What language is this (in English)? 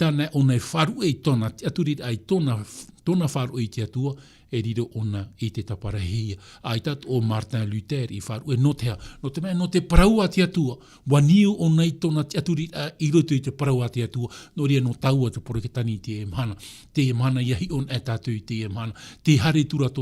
Tahitian